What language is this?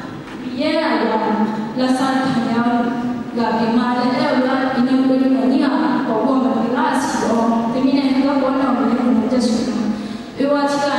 Akha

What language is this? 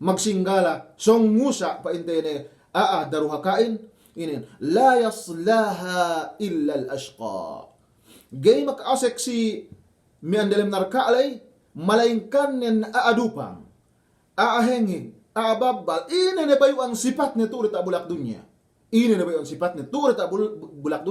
Yakan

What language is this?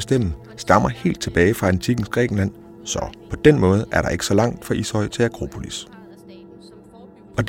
Danish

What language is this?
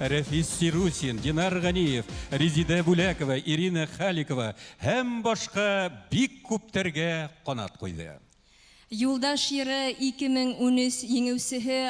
Bashkir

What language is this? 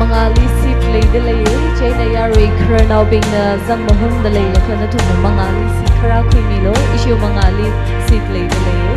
Tangkhul Naga (India)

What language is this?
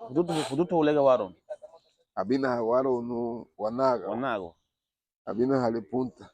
Garifuna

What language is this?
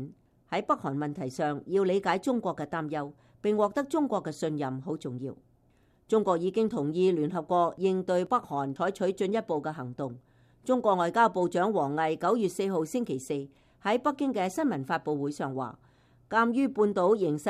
Cantonese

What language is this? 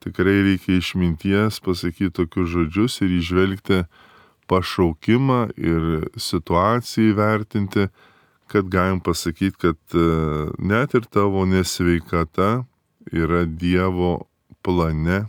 Lithuanian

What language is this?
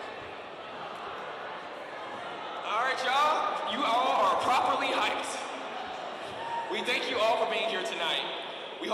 English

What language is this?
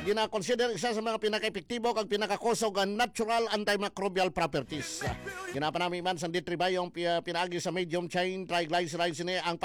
Hiligaynon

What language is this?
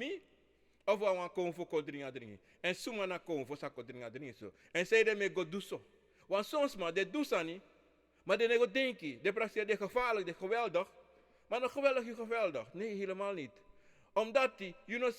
Sranan Tongo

